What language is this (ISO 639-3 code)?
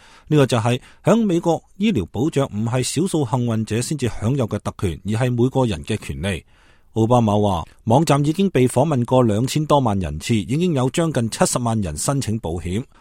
yue